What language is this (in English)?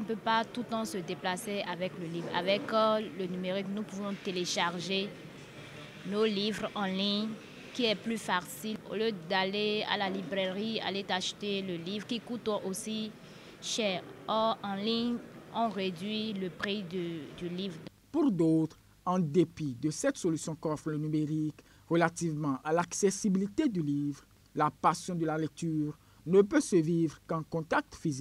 French